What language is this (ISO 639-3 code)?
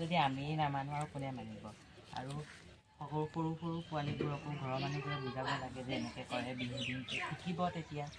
asm